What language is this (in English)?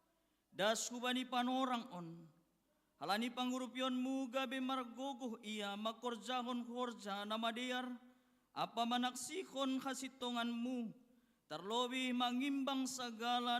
Batak Simalungun